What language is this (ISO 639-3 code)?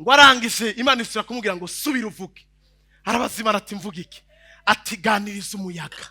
run